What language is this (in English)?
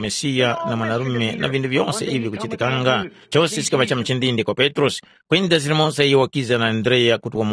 Tumbuka